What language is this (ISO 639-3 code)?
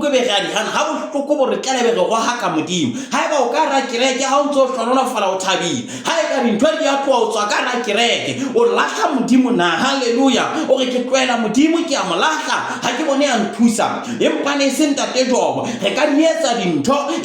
sot